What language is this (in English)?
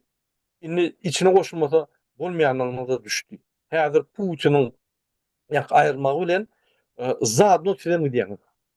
Turkmen